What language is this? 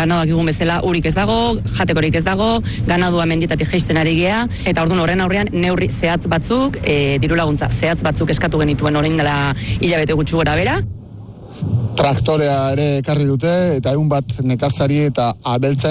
Basque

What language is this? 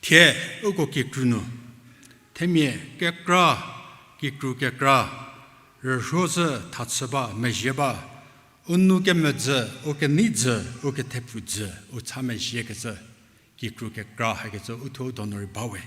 Angami Naga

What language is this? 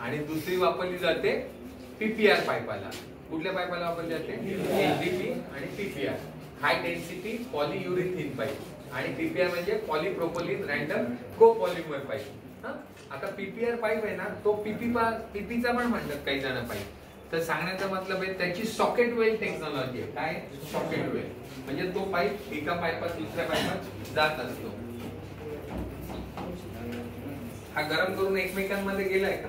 Marathi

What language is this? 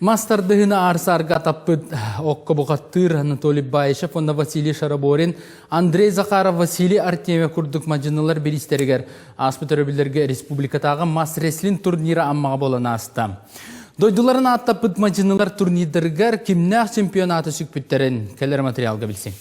Yakut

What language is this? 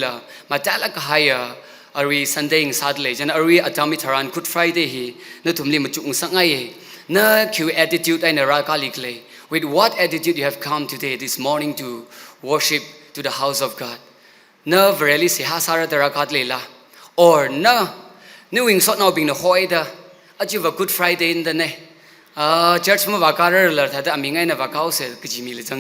Tangkhul Naga (India)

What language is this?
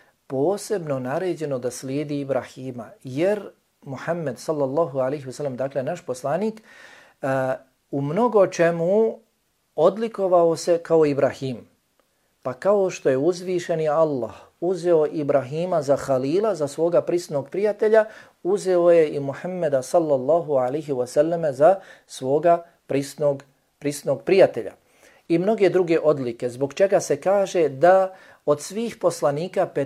Bosnian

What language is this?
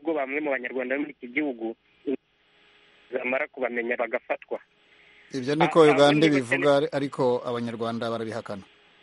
Kinyarwanda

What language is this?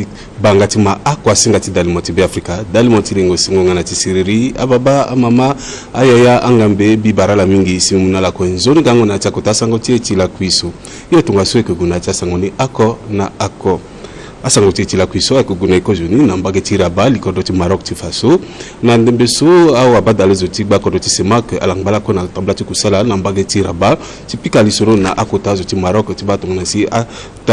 Sango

